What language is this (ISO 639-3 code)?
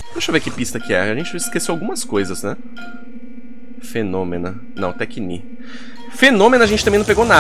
por